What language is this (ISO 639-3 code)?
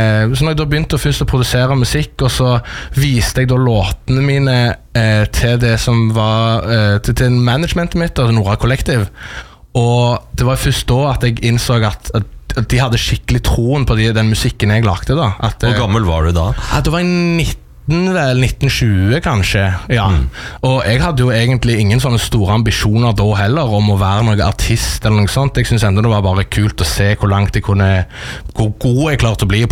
nor